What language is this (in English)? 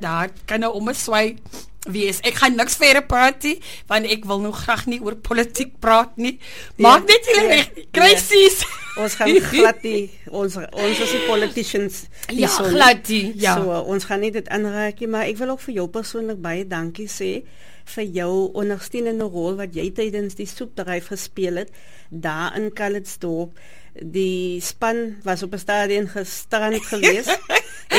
Afrikaans